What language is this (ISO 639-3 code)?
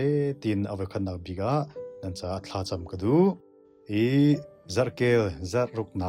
cnh